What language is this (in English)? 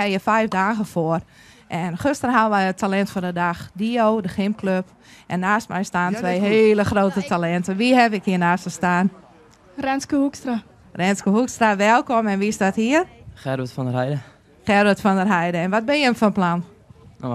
Western Frisian